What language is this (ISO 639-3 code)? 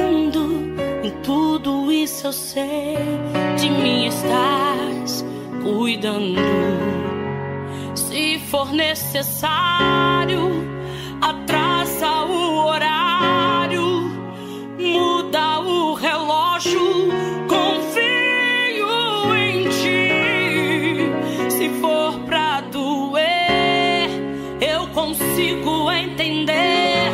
por